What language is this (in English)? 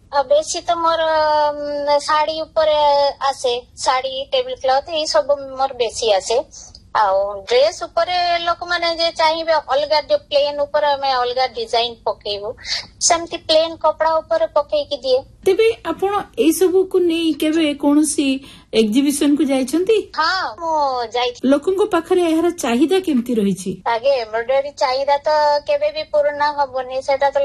Odia